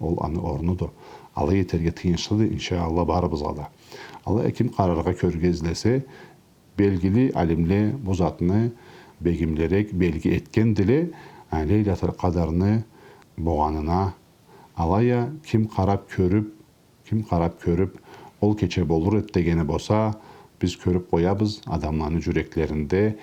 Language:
Karachay-Balkar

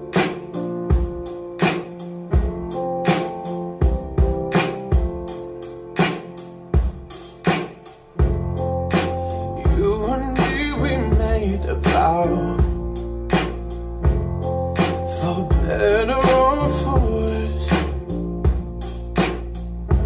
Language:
English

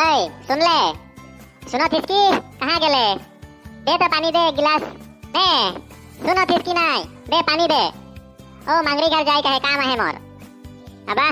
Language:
Sadri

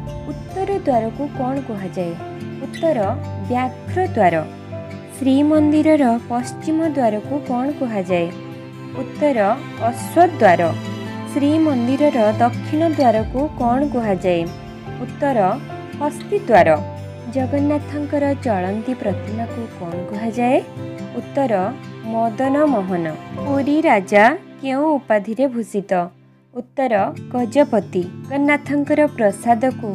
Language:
Odia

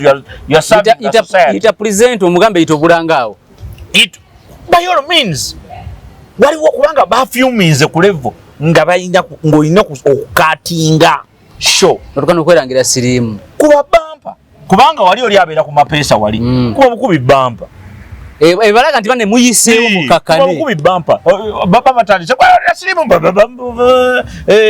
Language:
Ganda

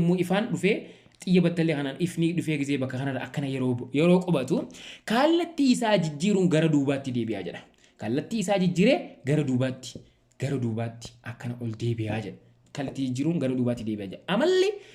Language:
Oromo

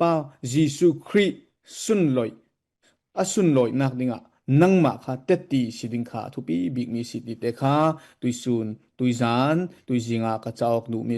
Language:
Falam Chin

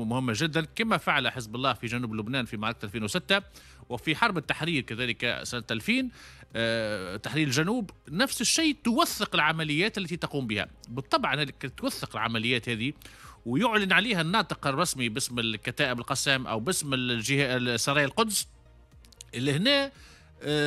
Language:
Tunisian Arabic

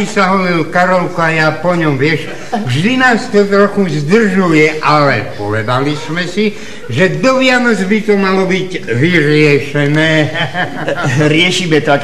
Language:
Slovak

